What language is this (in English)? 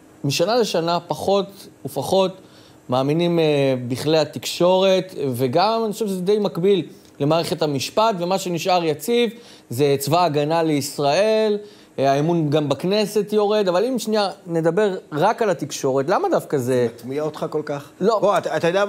Hebrew